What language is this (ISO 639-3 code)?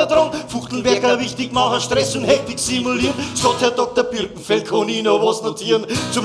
bar